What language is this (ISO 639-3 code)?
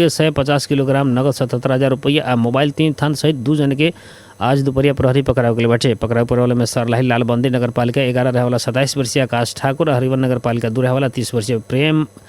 bho